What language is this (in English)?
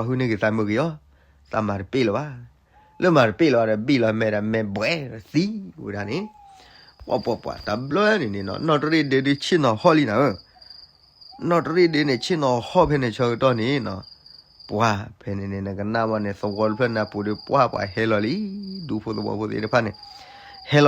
S'gaw Karen